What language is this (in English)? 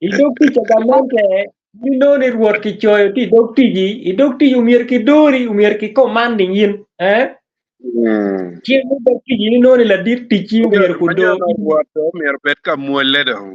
Acoli